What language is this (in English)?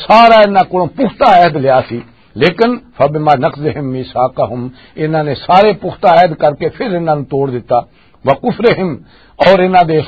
Western Panjabi